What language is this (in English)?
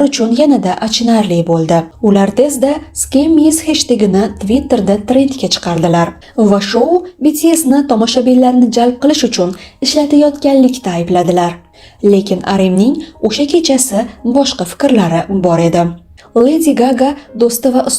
Uzbek